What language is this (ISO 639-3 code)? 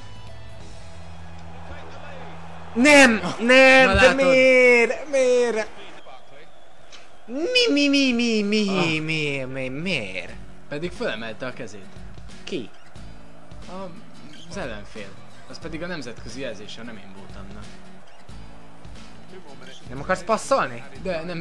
hun